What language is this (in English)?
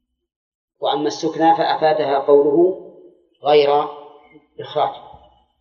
Arabic